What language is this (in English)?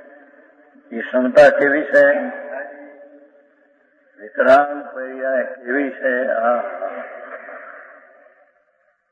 Gujarati